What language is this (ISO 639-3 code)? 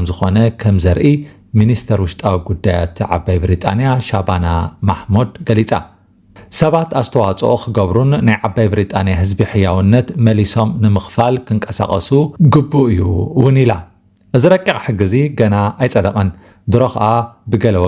tir